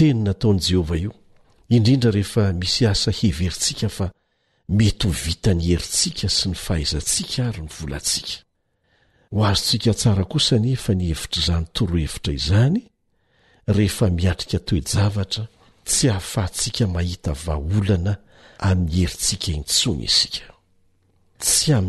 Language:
Malagasy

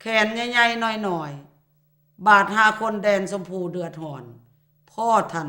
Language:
Lao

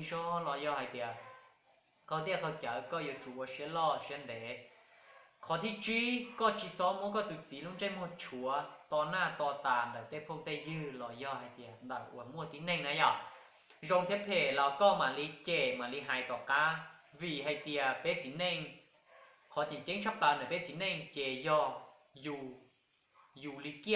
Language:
Hmong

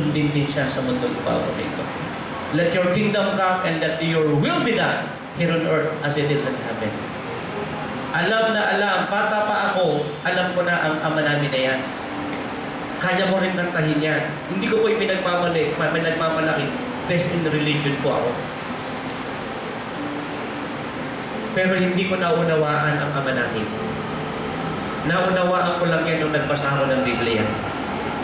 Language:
Filipino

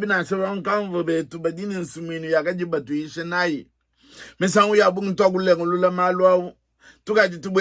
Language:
Luba-Lulua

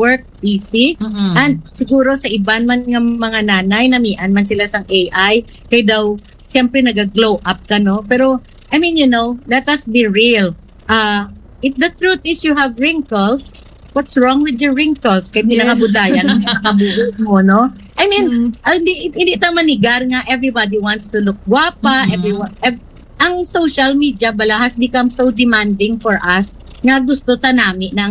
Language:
Hiligaynon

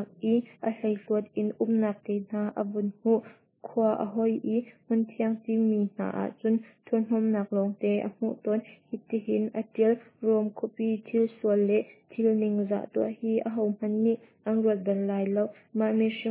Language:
Hakha Chin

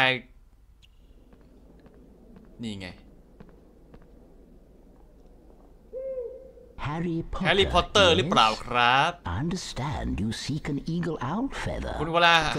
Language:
Thai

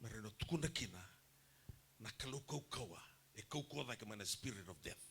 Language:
Fijian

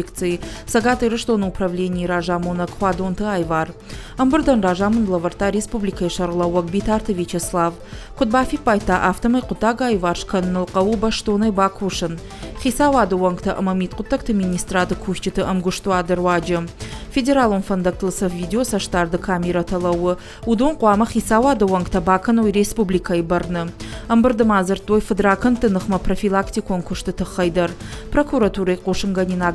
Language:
Ossetic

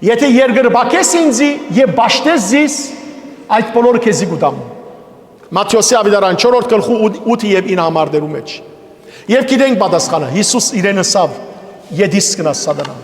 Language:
Western Armenian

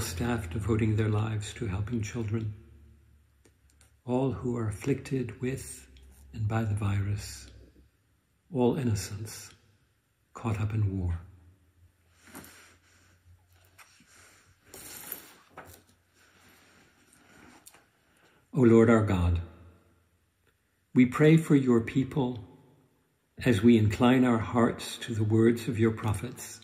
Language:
English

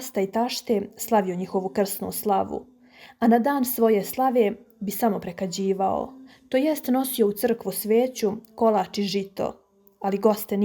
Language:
Serbian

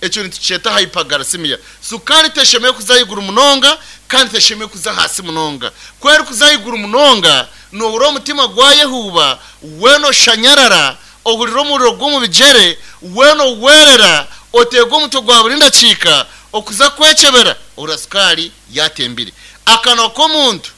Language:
Nyankole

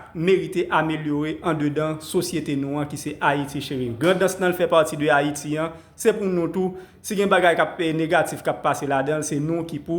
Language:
Haitian Creole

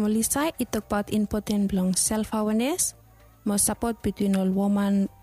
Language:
Bislama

